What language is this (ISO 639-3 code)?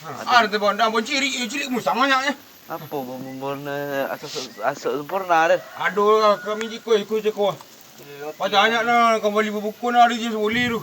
min